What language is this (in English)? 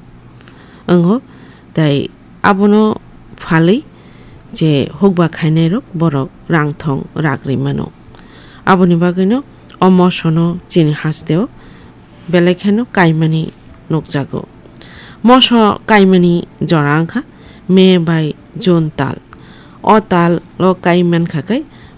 Kok Borok